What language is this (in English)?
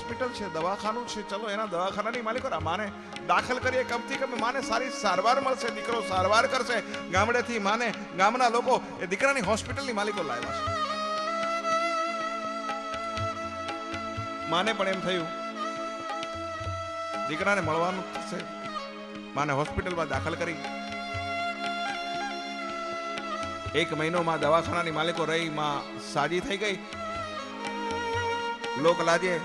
Gujarati